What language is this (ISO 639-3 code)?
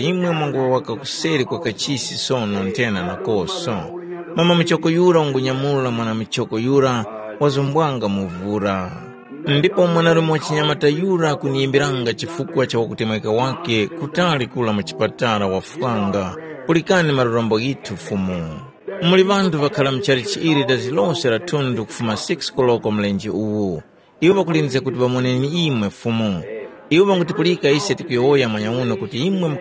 tum